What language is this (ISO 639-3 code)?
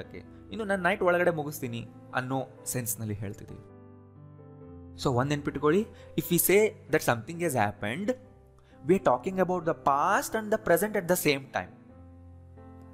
kan